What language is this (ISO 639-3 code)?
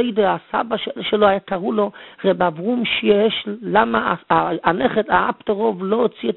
heb